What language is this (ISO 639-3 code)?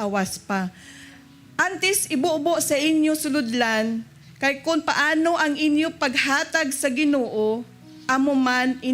hil